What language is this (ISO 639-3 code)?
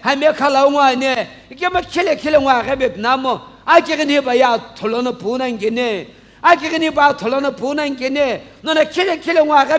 nsm